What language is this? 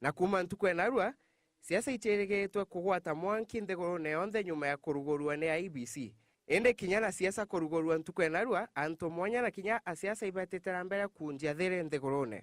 Meru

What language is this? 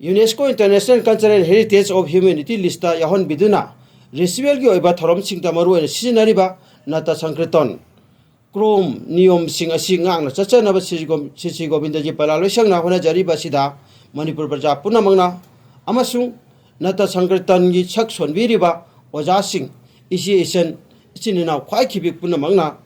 Manipuri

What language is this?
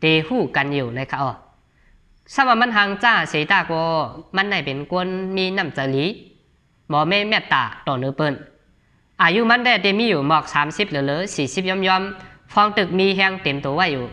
Shan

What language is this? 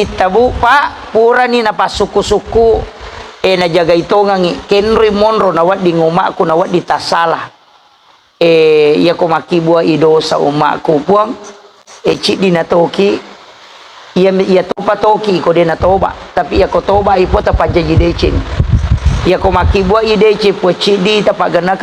Buginese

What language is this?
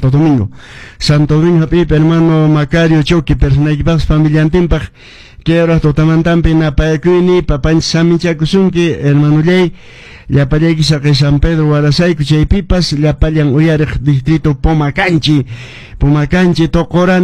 Quechua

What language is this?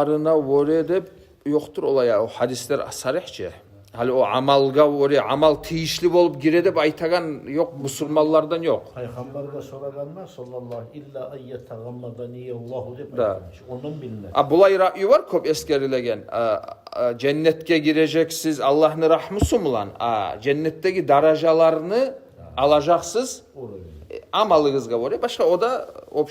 Kumyk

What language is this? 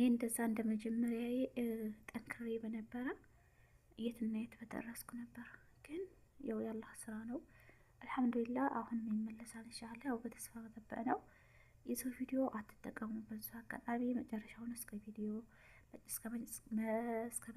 Amharic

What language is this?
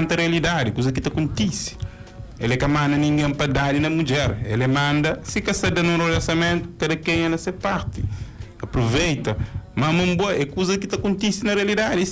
Kabuverdianu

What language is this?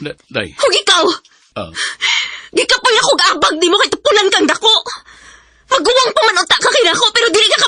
Cebuano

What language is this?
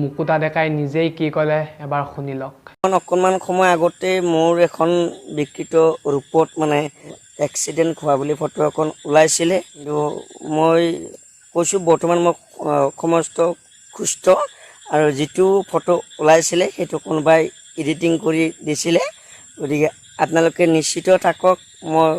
Assamese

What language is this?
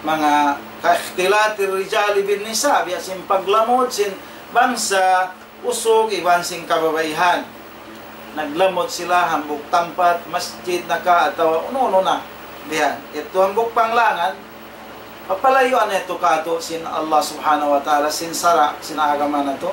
Tausug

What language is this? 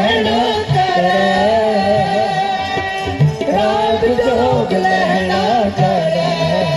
Hindi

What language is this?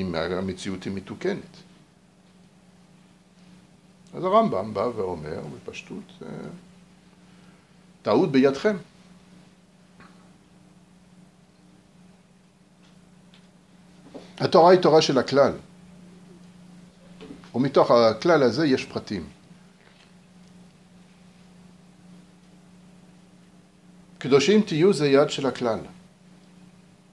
Hebrew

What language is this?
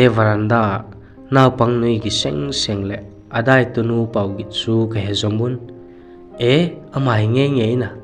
Vaiphei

